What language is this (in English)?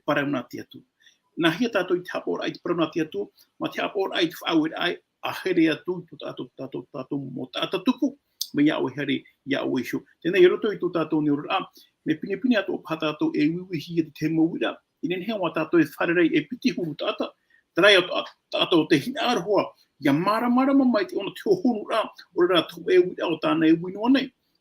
Tahitian